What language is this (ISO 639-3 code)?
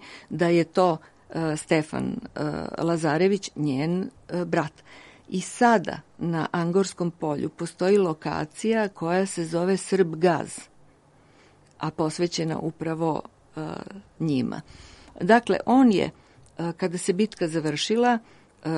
srp